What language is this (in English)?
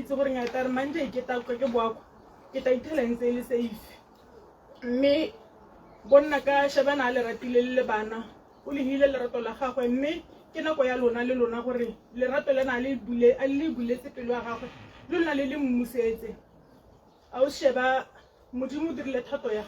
Tswana